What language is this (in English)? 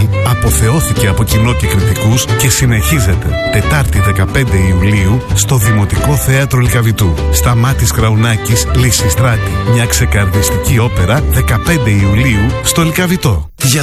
Greek